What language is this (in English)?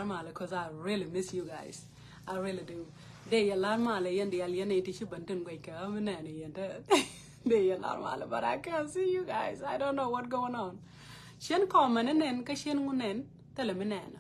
Nuer